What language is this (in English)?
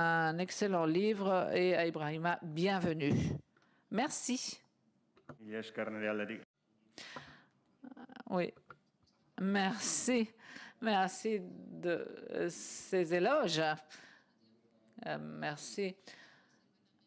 French